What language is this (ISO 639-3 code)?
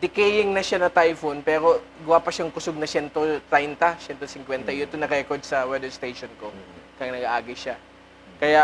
bik